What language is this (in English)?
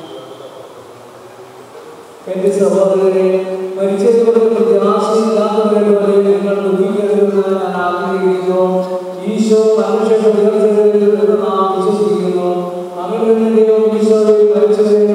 Malayalam